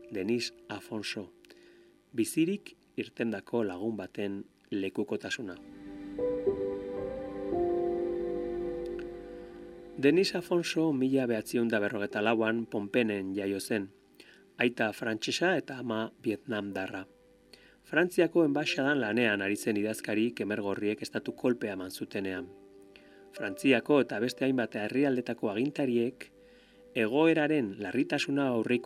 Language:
Basque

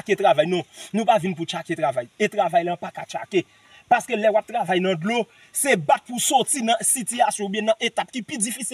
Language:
Haitian Creole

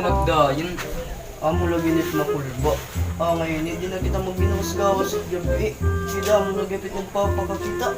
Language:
Waray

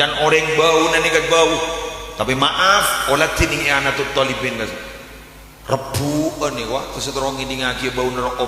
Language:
Madurese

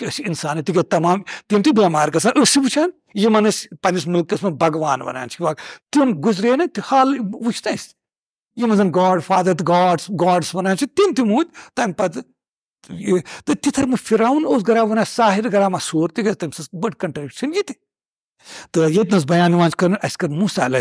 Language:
Kashmiri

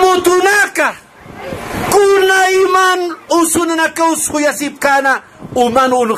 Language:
Aymara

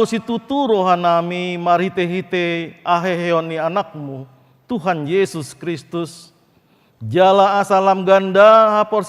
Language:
Batak Toba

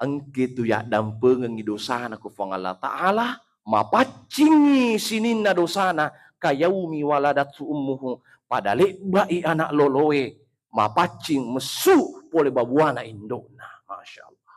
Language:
Buginese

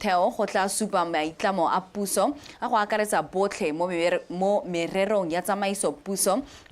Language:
Tswana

